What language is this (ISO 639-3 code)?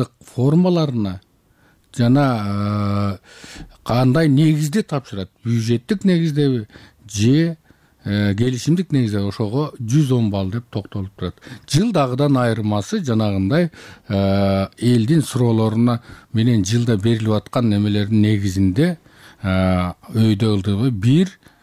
kir